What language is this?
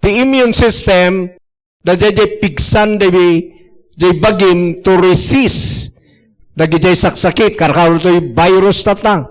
Iloko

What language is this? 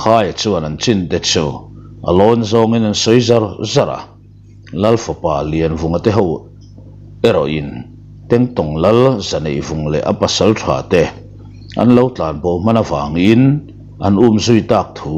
Mizo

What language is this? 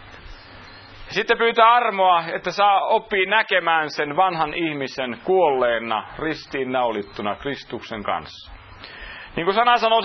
Finnish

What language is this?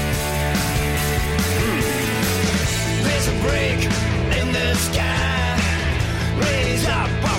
Danish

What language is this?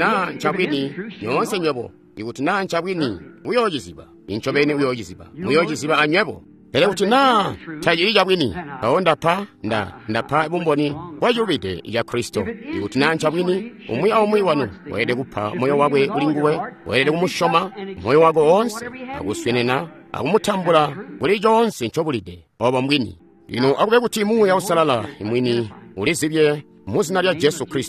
Tonga (Zambia)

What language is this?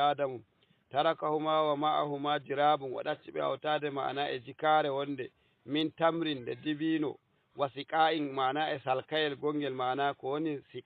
Fula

